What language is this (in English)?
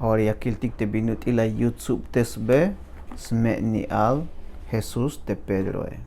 Tzeltal